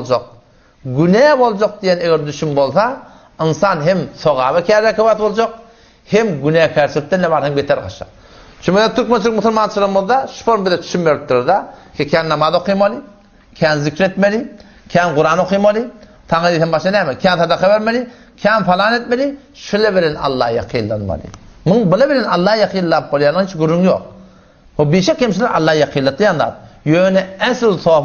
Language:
Turkmen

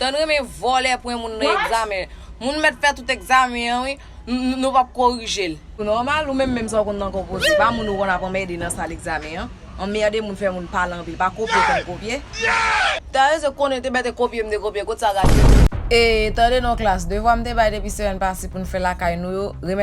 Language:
Haitian Creole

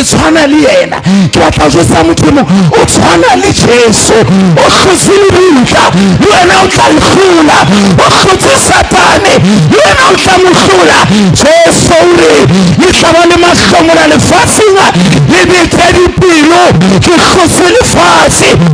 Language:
Southern Sotho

